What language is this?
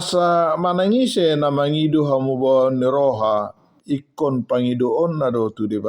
Batak Toba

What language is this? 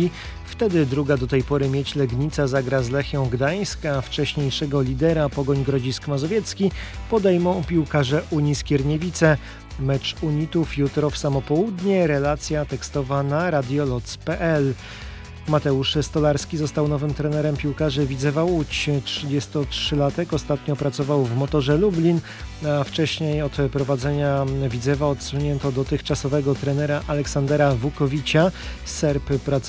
Polish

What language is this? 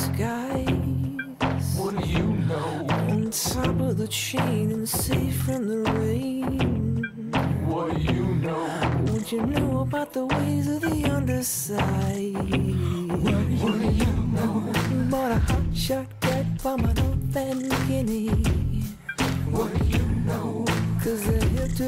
English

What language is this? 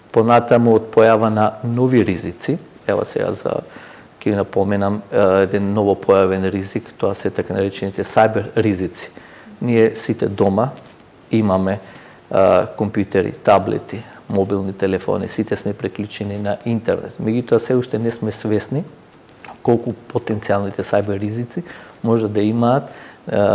Macedonian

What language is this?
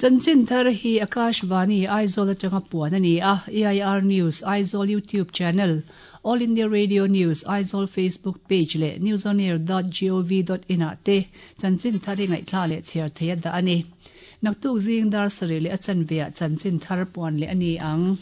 Mizo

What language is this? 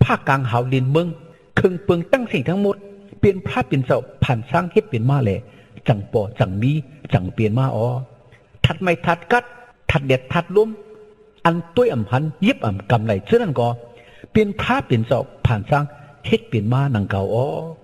Shan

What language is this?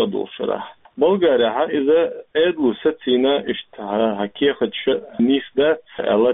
Chechen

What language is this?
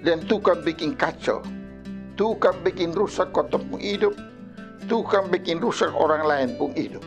Kupang Malay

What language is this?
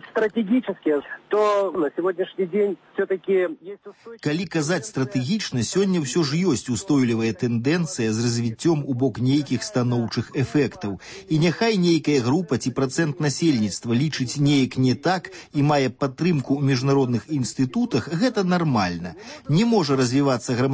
Belarusian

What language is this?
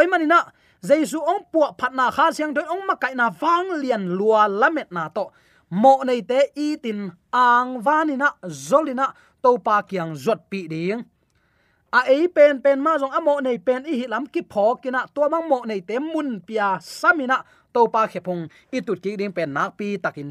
Tedim Chin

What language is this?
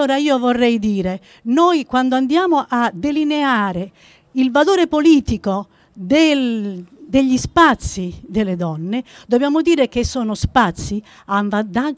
Italian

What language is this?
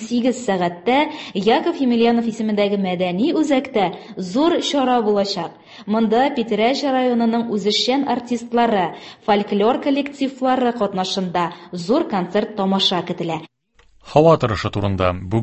Tatar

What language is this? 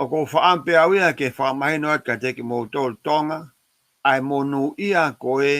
Tongan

